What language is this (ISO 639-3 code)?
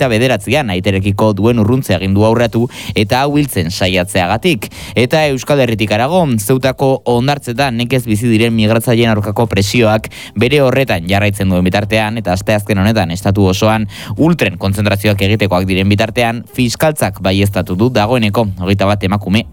eus